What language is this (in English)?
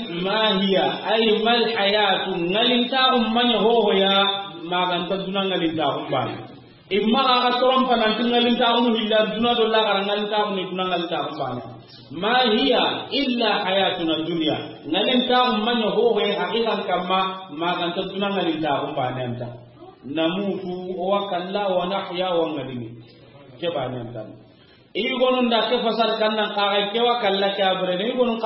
Soninke